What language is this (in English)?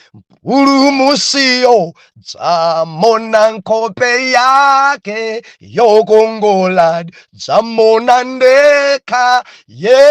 Nyanja